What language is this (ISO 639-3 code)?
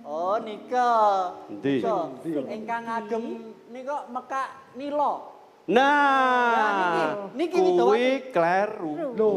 jav